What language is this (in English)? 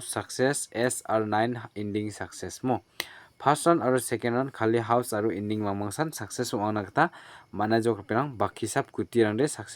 Garo